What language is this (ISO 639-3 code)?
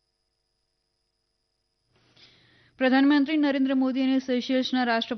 guj